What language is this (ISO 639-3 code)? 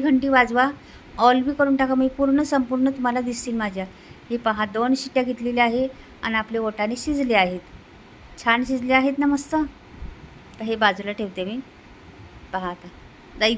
mar